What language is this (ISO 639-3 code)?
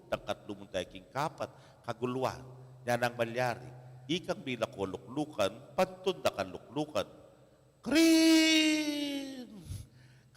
pam